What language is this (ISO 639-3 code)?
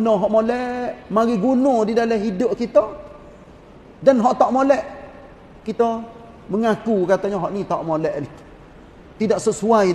msa